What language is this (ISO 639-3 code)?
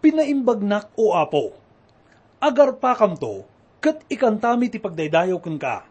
ilo